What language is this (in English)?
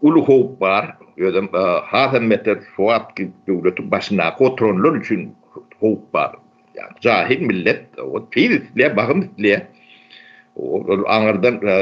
Turkmen